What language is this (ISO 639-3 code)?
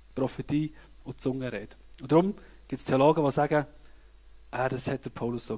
gsw